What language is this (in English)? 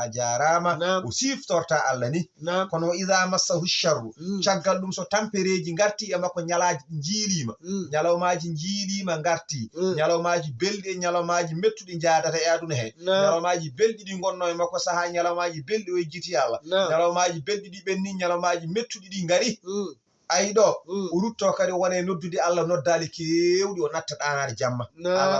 Fula